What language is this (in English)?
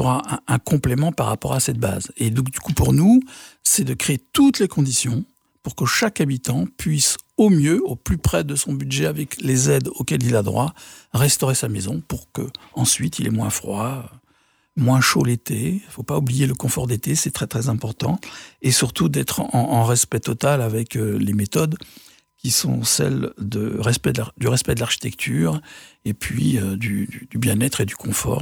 French